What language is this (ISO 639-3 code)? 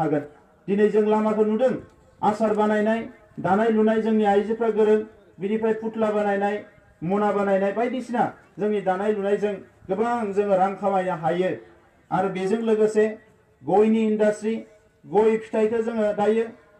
brx